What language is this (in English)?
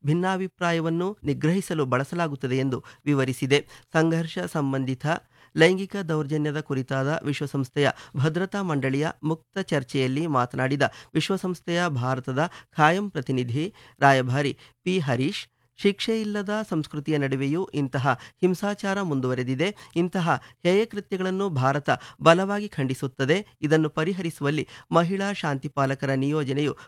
Kannada